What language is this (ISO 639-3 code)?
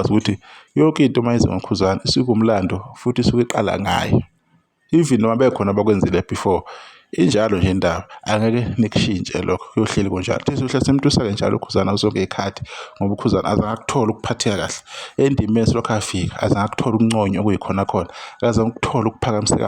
zul